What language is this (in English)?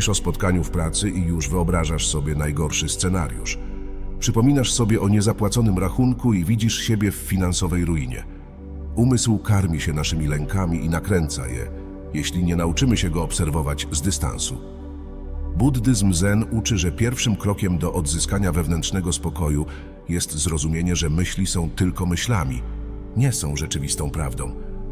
Polish